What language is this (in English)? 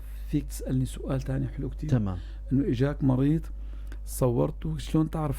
North Levantine Arabic